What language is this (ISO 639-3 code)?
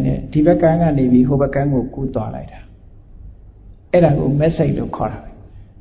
mya